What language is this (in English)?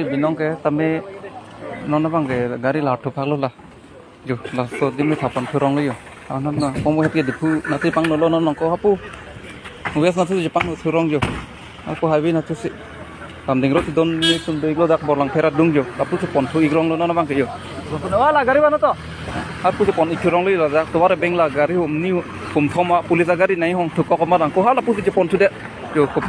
Karbi